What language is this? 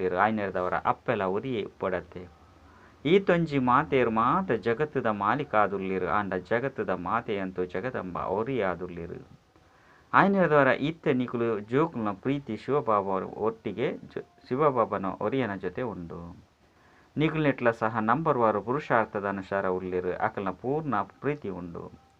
Tulu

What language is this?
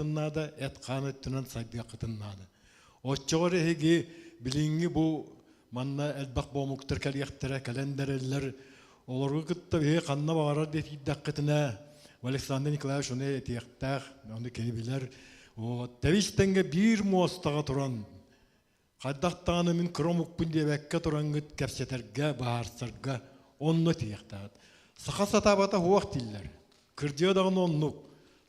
Yakut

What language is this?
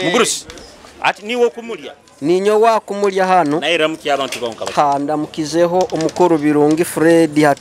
Nyoro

